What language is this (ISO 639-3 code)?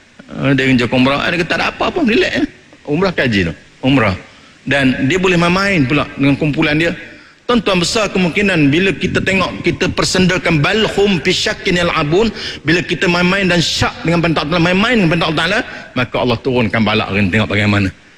msa